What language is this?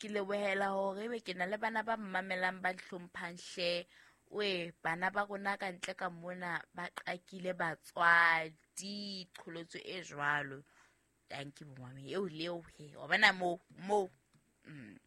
Southern Sotho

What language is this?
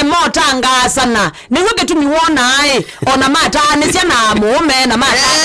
Kamba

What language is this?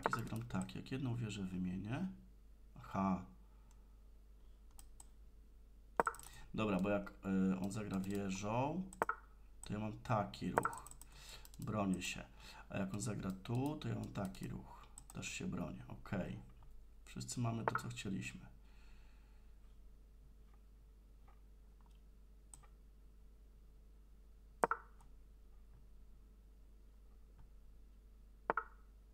Polish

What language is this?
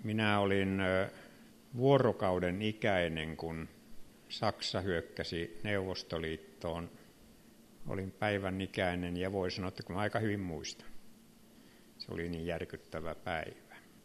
Finnish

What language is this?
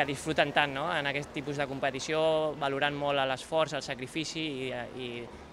Catalan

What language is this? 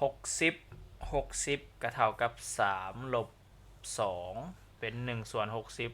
Lao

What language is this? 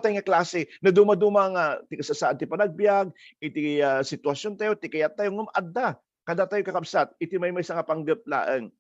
Iloko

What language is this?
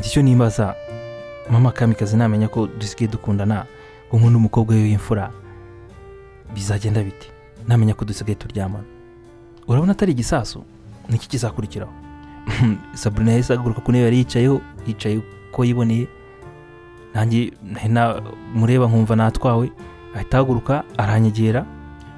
Kinyarwanda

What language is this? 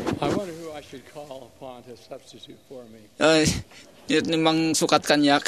Iloko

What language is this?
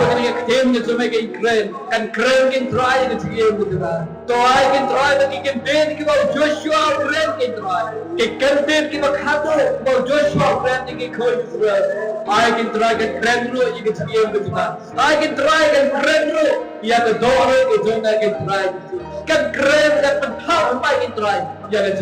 Khasi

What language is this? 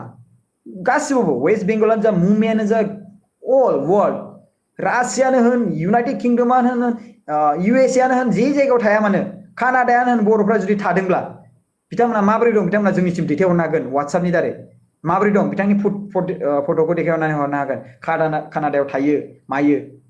Bodo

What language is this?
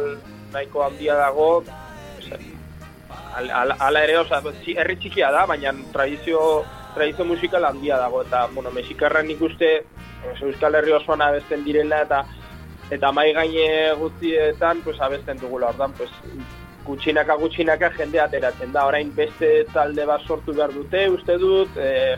Basque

